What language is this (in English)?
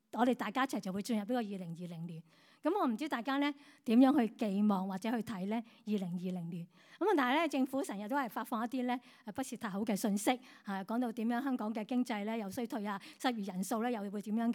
Cantonese